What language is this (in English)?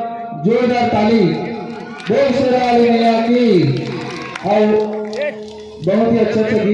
Chhattisgarhi